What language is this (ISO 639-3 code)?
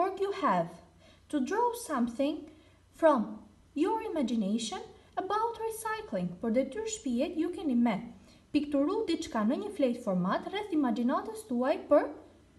sqi